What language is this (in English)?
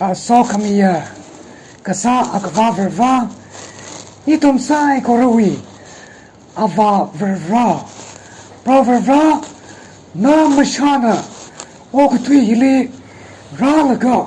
Tangkhul Naga (India)